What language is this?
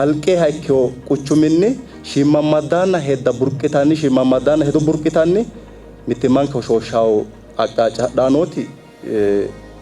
Sidamo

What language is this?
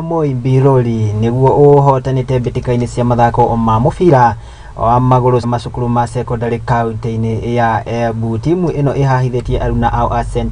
Kikuyu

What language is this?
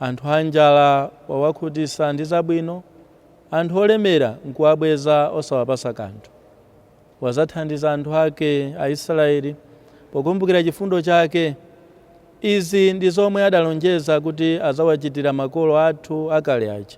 Nyanja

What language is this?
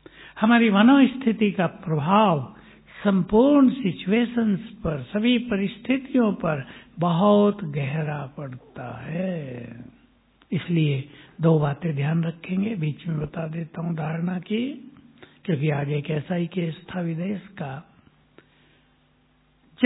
Hindi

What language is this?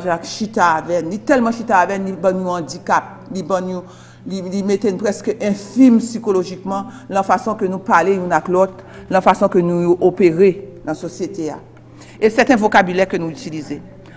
Haitian Creole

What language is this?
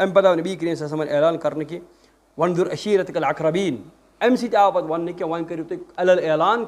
Kashmiri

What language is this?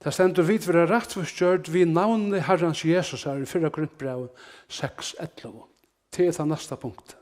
Faroese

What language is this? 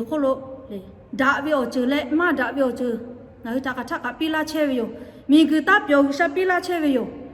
Lahu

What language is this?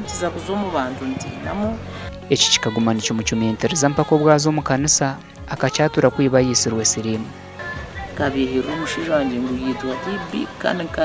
Nyankole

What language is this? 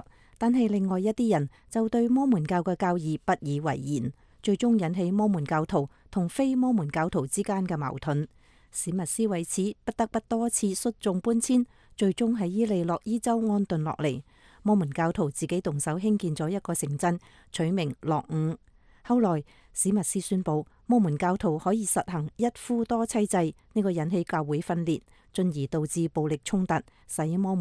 Cantonese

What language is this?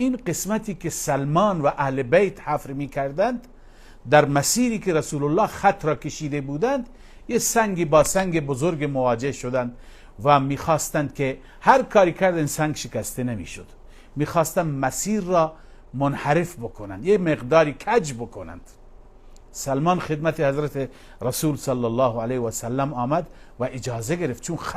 Persian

